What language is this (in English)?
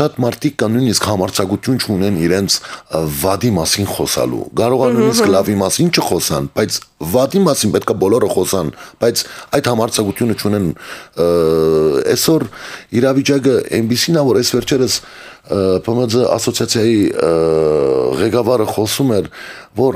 Armenian